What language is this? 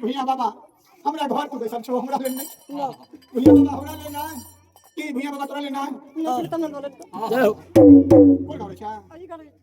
Maithili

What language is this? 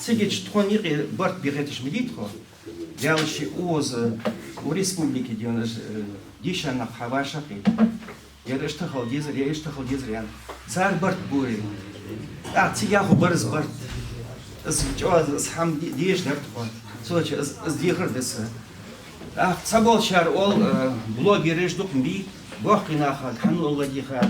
Ingush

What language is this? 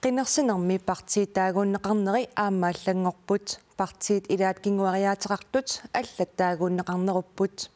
Kalaallisut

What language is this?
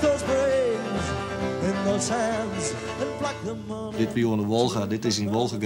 Western Frisian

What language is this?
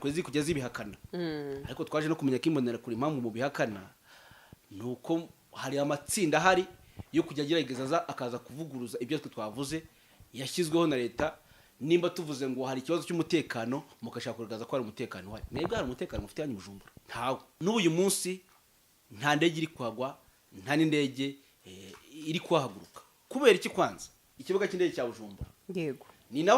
Kinyarwanda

